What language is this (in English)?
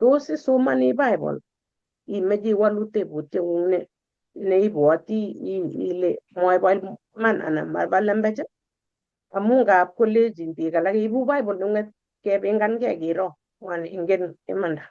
Kalenjin